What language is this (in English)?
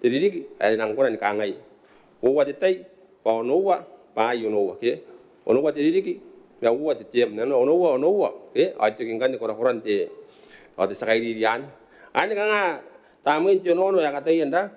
Gilbertese